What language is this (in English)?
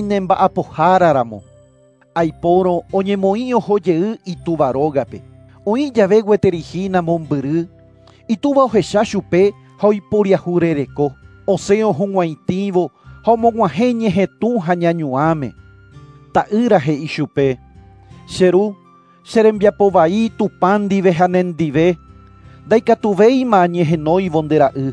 Guarani